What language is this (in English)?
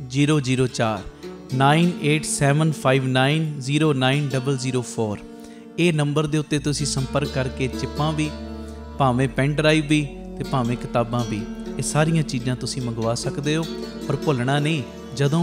Punjabi